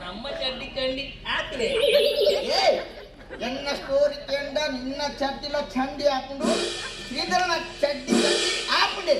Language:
Tulu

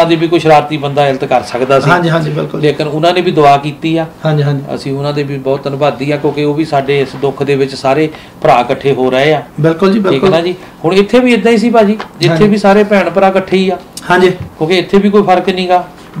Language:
Punjabi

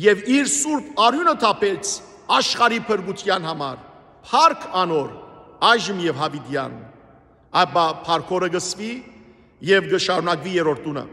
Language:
Western Armenian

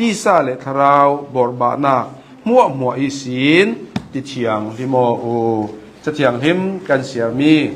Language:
Hakha Chin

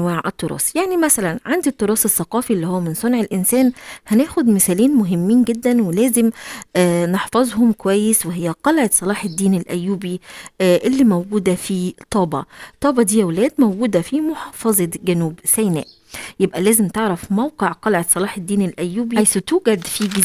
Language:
Egyptian Arabic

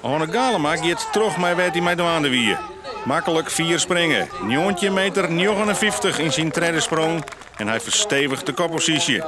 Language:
Western Frisian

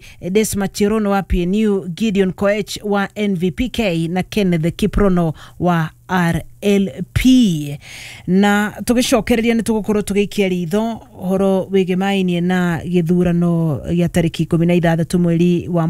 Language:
Kikuyu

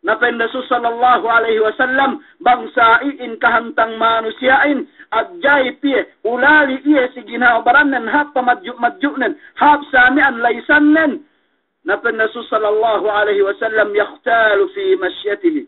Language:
Yakan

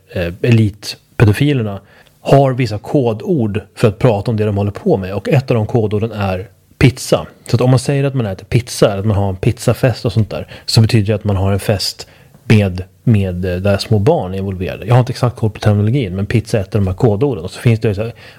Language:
Swedish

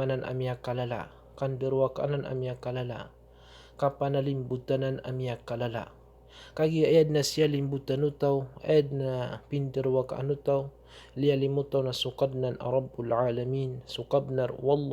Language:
Maranao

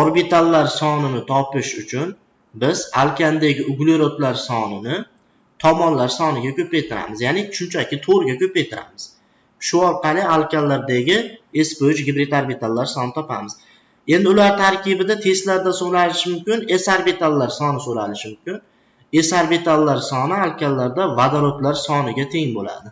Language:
Uzbek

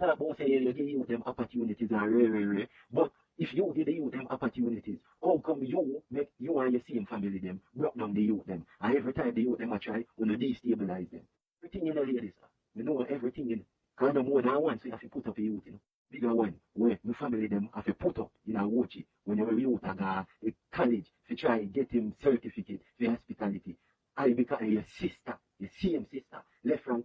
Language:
Jamaican Creole English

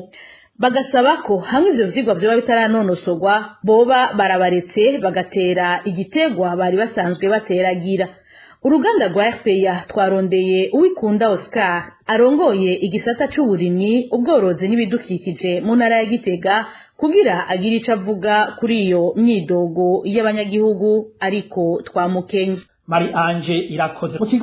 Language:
Rundi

